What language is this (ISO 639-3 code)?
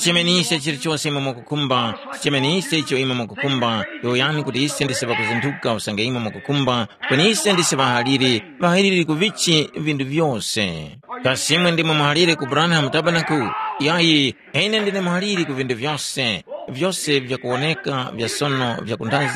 tum